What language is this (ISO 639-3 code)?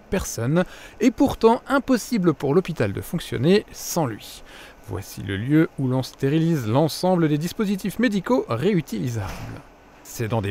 fra